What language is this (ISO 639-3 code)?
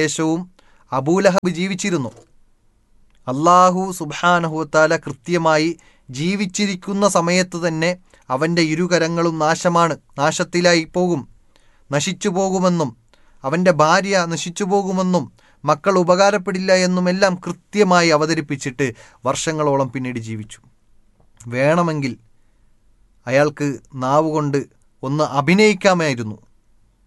mal